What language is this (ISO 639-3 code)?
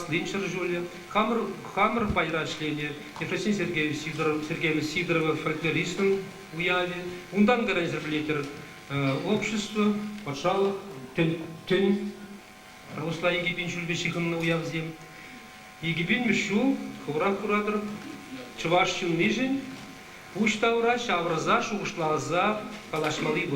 chv